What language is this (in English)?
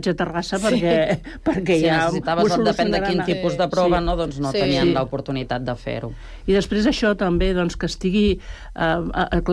Catalan